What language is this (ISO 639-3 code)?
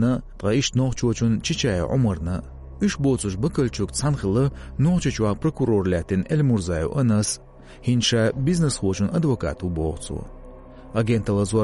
che